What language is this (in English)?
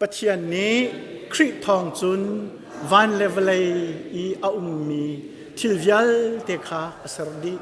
Hakha Chin